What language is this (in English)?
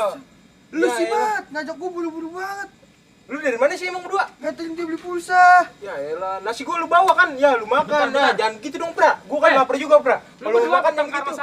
Betawi